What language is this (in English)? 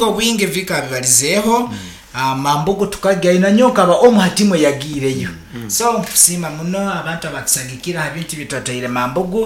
Nyoro